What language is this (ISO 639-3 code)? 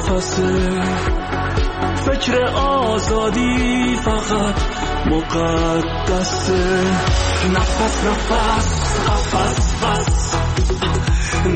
fas